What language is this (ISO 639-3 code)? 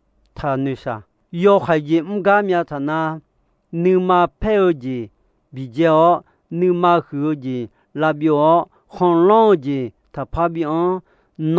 ahk